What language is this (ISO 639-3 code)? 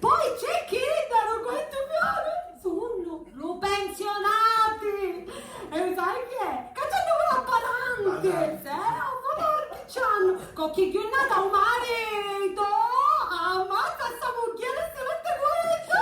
scn